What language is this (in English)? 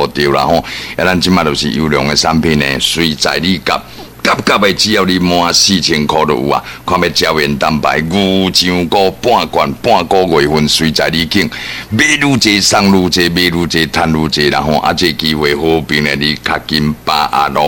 Min Nan Chinese